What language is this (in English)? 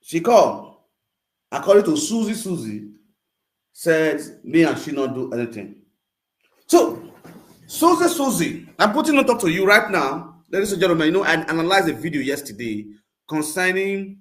Nigerian Pidgin